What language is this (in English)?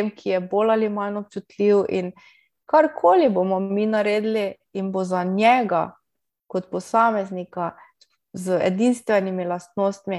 Slovenian